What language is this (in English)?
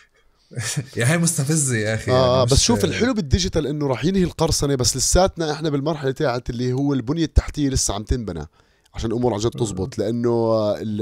North Levantine Arabic